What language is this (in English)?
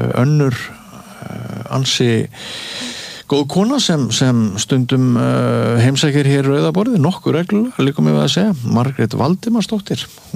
Icelandic